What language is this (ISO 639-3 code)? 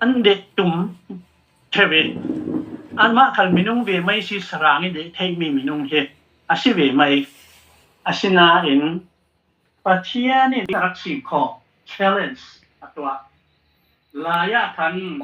cfm